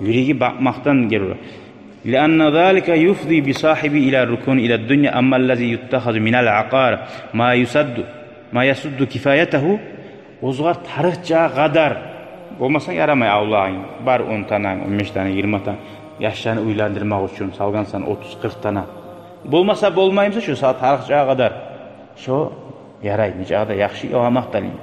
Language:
Kumyk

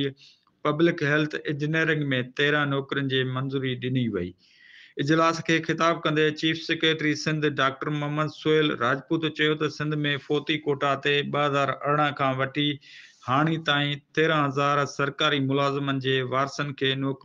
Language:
Sindhi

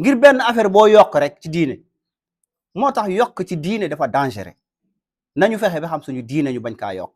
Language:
Wolof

